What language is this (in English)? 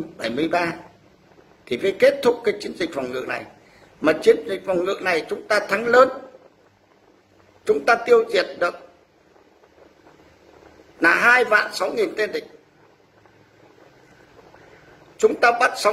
Vietnamese